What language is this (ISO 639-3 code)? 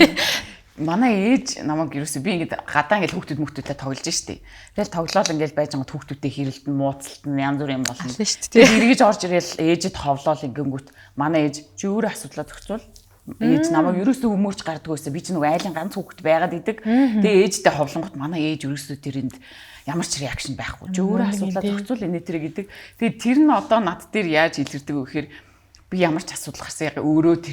mon